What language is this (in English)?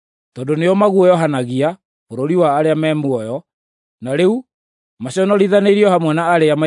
Kikuyu